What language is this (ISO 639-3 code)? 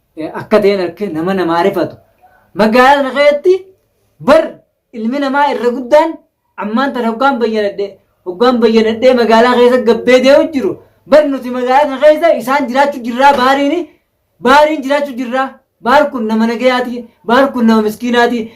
orm